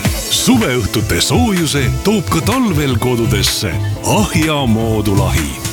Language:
Estonian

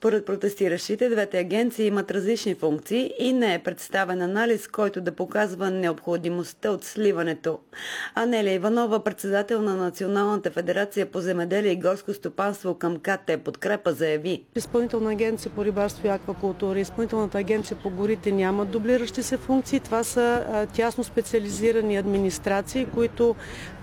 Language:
Bulgarian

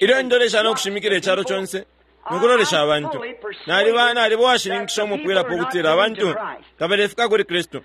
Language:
Bemba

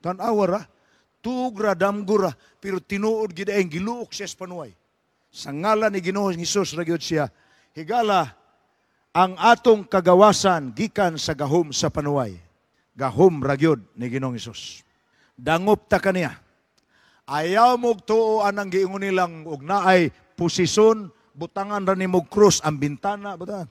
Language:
Cebuano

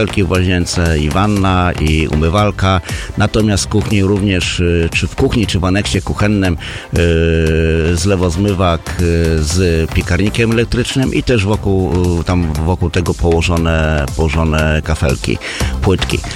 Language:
Polish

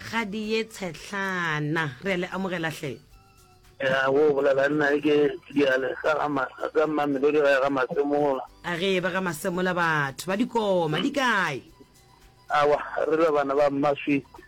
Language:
Northern Sotho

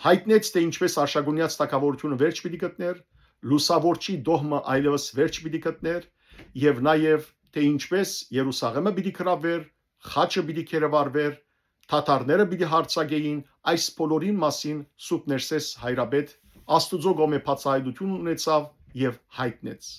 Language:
Western Armenian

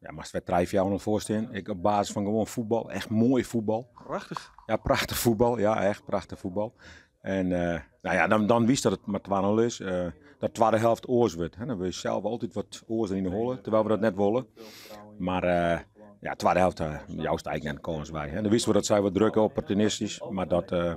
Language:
Western Frisian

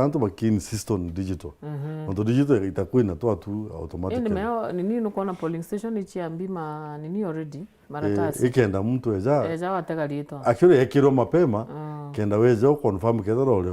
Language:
Meru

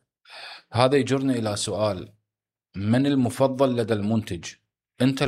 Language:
Mesopotamian Arabic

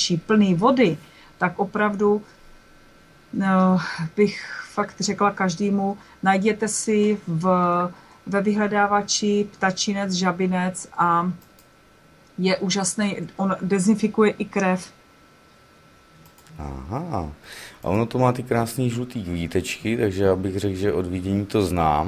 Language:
Czech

